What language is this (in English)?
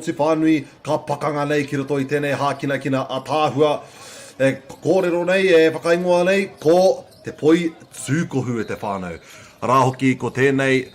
Māori